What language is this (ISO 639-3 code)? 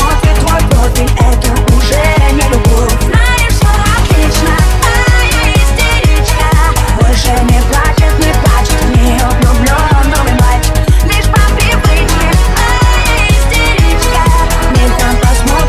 rus